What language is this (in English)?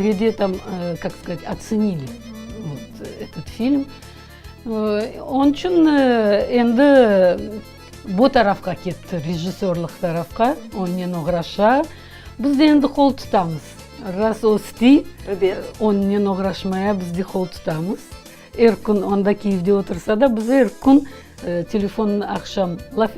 Crimean Tatar